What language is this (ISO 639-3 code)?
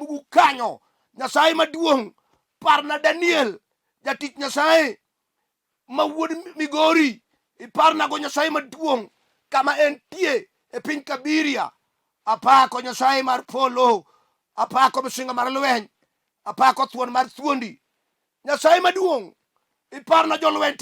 luo